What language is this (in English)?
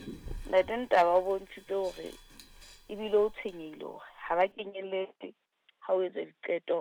Southern Sotho